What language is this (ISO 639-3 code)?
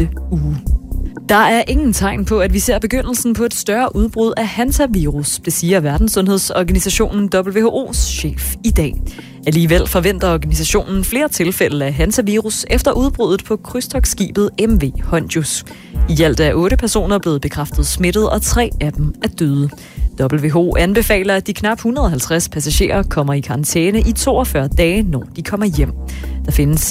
dan